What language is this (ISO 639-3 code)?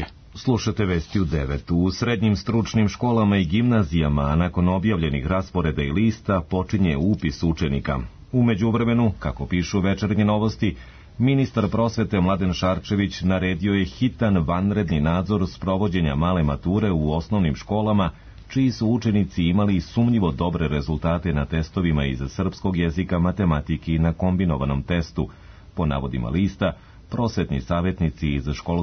srp